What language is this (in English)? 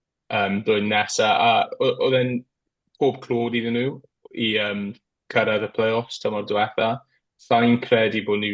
Welsh